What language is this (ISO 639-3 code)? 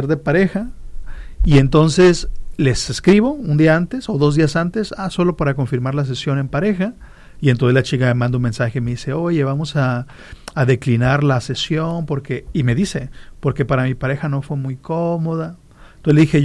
spa